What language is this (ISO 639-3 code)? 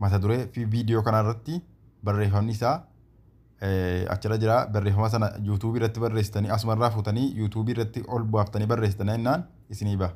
orm